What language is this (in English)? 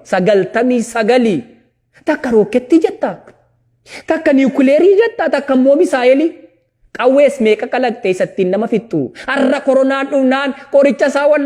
Oromo